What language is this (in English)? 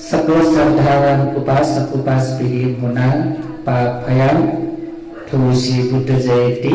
Newari